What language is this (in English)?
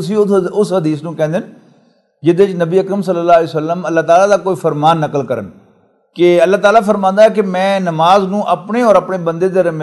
Western Panjabi